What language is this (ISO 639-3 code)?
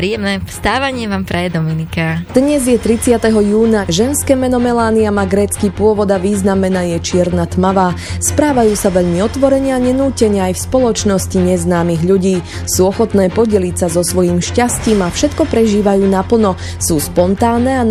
slk